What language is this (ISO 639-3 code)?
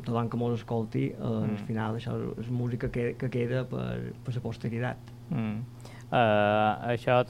cat